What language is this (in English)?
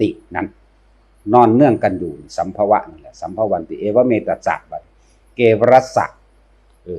Northeastern Thai